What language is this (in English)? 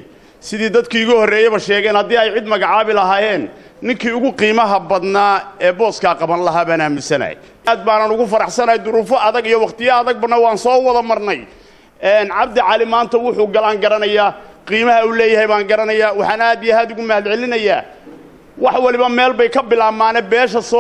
Somali